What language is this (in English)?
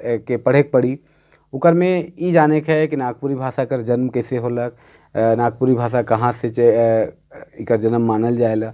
Sadri